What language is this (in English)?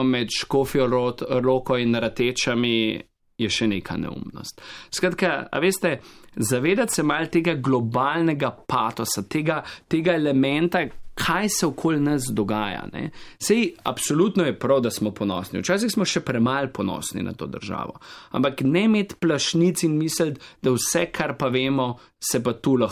Slovenian